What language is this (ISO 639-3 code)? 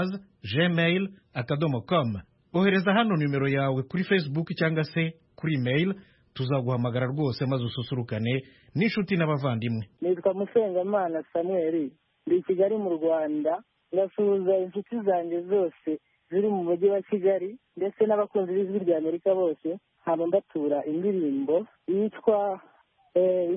kin